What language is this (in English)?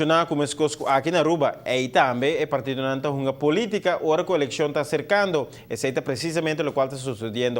Papiamento